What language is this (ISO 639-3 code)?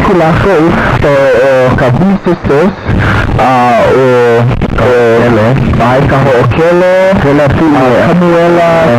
haw